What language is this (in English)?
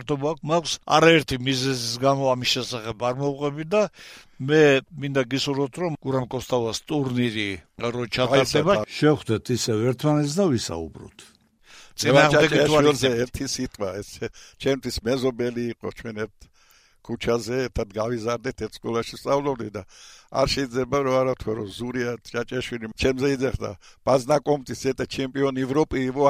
Georgian